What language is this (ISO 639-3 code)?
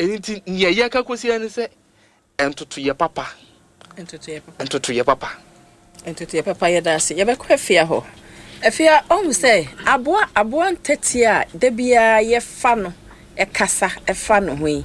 aka